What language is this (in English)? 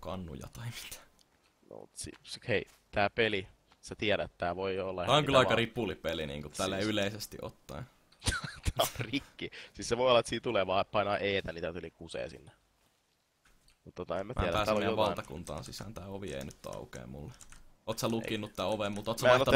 Finnish